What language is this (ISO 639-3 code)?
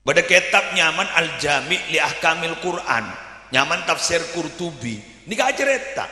mad